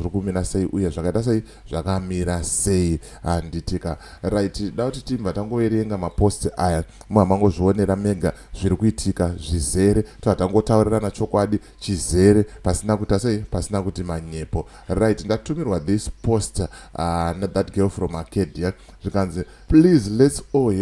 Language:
Shona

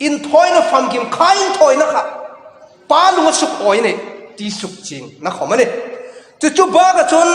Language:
Hmar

